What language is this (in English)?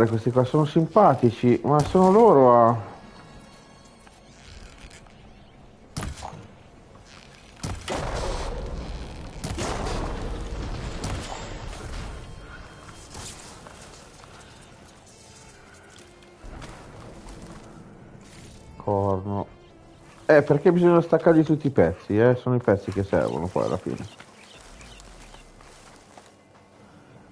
Italian